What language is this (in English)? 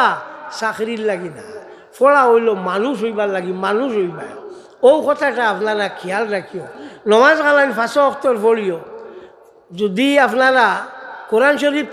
Sylheti